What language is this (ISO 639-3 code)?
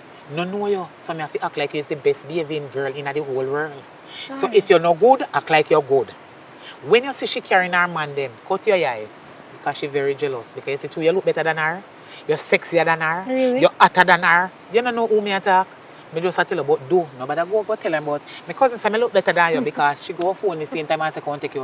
jam